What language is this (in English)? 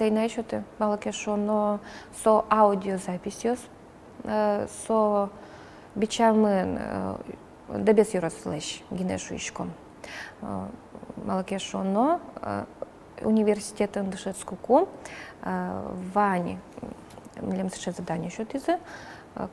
Udmurt